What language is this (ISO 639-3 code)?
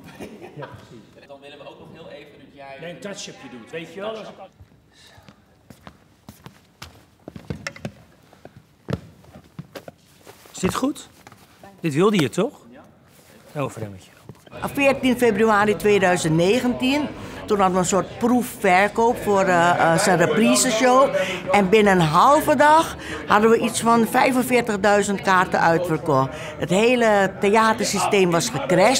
nld